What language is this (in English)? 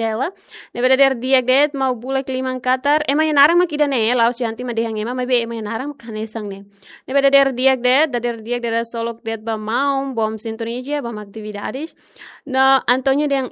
Tetum